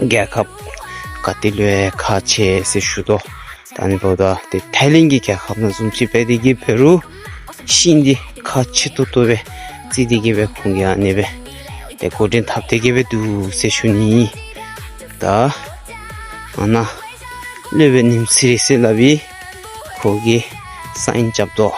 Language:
Dzongkha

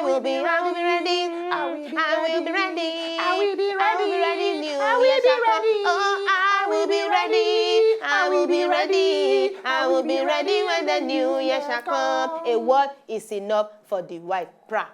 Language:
Nigerian Pidgin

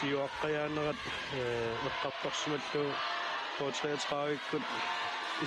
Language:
Kalaallisut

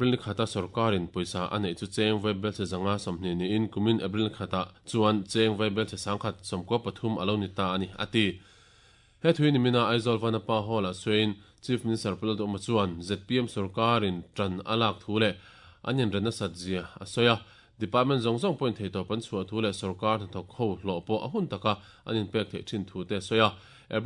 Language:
Mizo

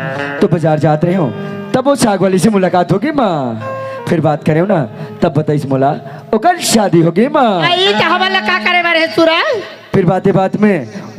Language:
Chhattisgarhi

